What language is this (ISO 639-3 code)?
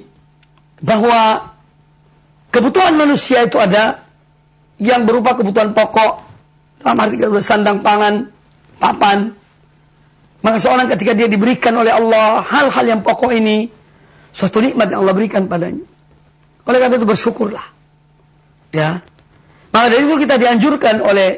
ind